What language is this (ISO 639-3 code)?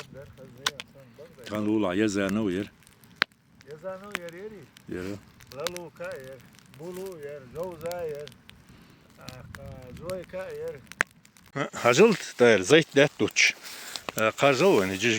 che